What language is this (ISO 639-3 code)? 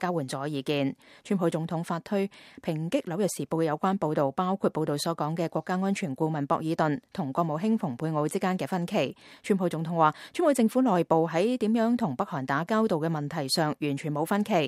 yue